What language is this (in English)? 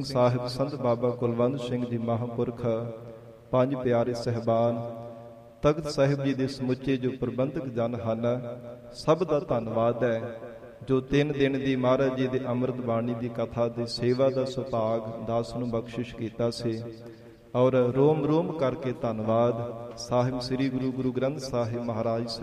Punjabi